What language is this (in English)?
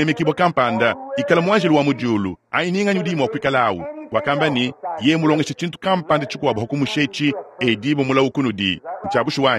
Luba-Lulua